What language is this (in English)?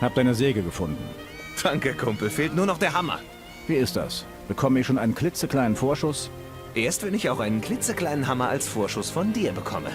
Bavarian